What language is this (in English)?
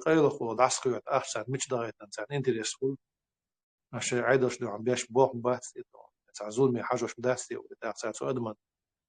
Chechen